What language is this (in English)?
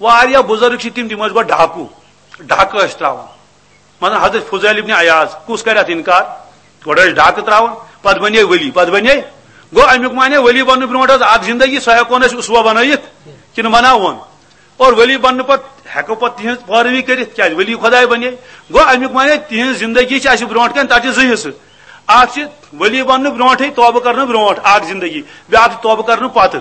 Kashmiri